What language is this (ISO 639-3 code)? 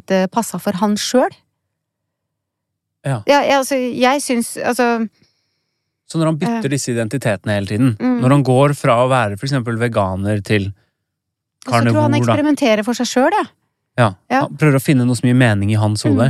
nor